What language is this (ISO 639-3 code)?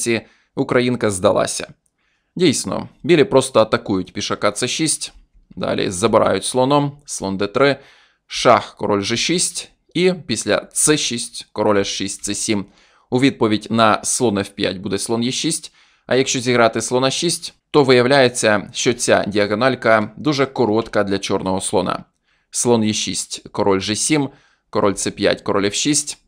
ukr